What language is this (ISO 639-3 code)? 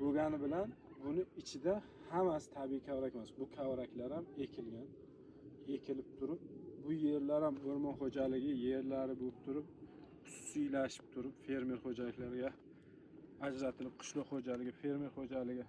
uzb